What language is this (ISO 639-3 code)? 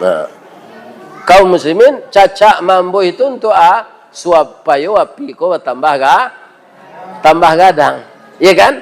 min